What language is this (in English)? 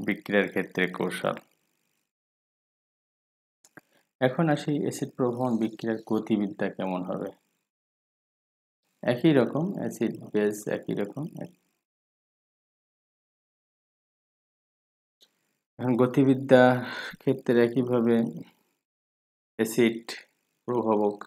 Bangla